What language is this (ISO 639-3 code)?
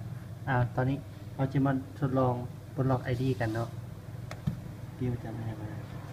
lao